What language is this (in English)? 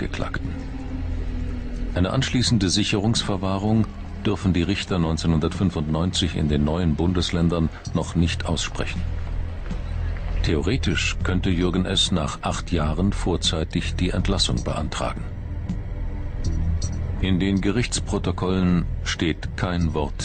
German